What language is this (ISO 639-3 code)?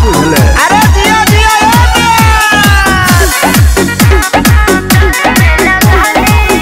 bho